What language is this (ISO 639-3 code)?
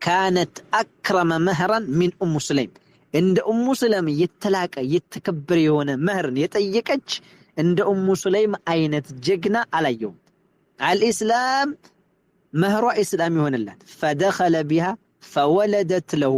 amh